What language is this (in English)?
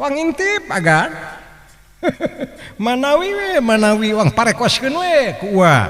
Sundanese